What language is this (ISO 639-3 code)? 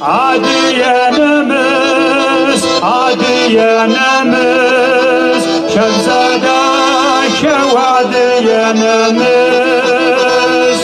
kbd